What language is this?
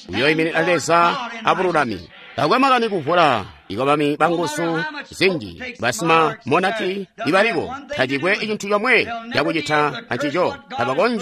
Tonga (Zambia)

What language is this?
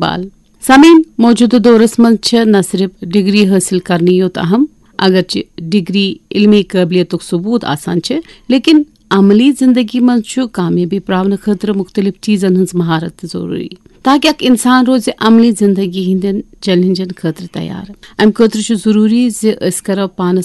Kashmiri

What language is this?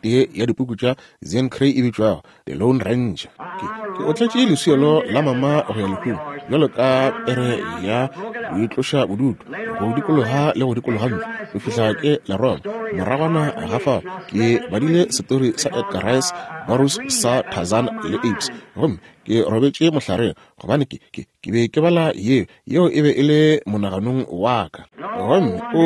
Northern Sotho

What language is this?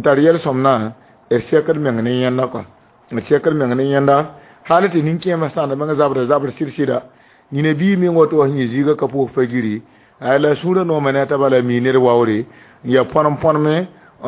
Mossi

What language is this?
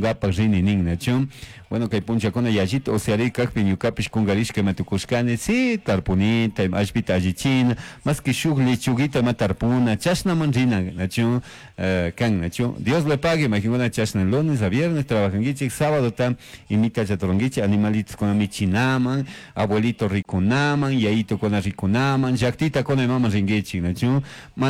Chimborazo Highland Quichua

